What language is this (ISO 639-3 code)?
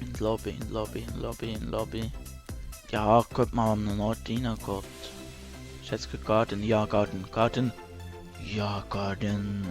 gsw